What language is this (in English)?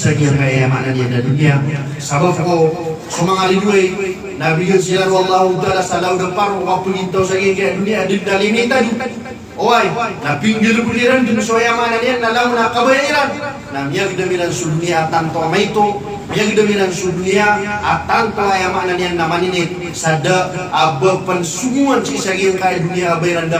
Maranao